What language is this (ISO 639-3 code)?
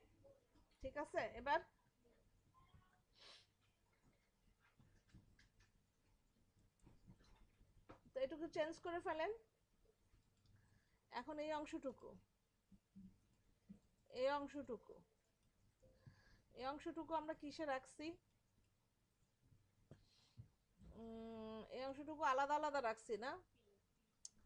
ben